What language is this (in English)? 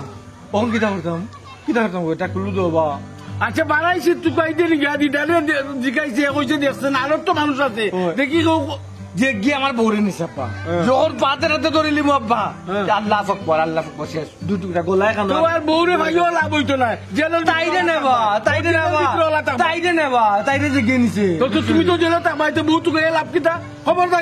Sylheti